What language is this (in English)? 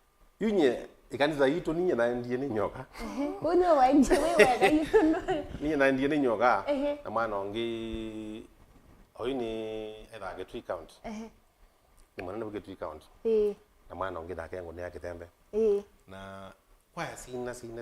Kamba